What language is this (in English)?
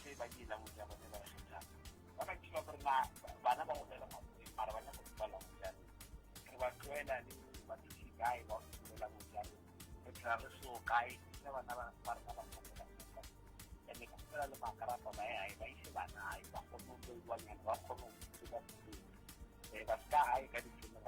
Northern Sotho